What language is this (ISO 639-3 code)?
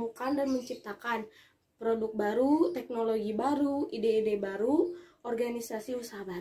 ind